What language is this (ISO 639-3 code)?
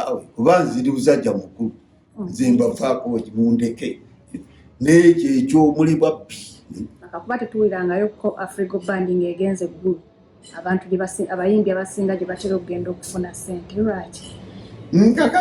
lug